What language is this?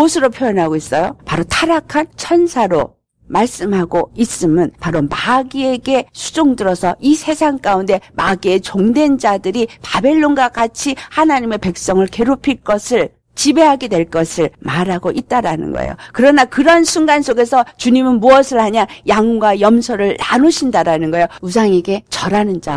Korean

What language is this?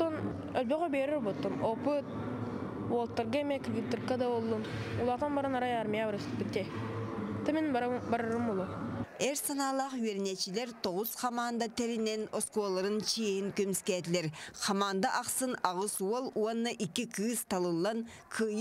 Yakut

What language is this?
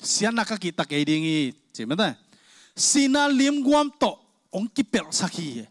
Tedim Chin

